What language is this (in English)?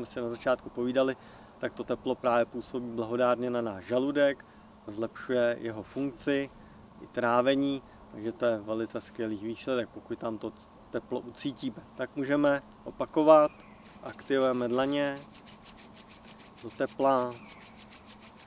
Czech